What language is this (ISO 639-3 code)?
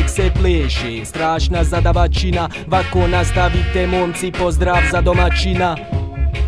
bos